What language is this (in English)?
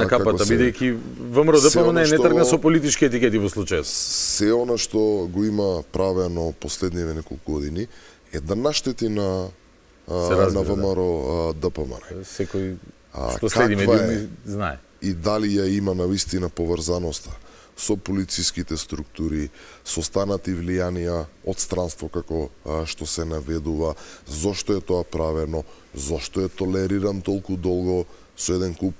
Macedonian